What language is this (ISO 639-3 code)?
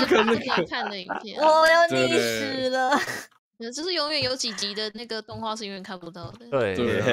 zho